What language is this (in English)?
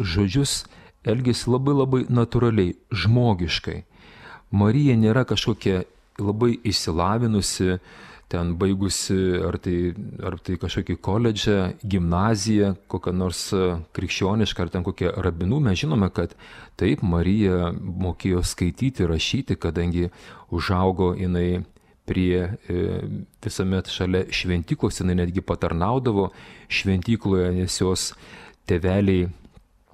Lithuanian